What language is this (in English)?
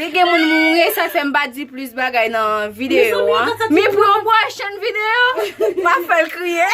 Haitian Creole